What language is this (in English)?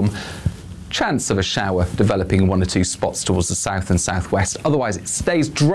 English